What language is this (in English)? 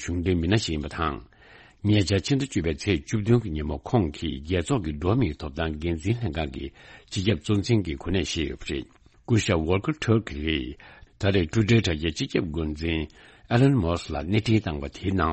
Tibetan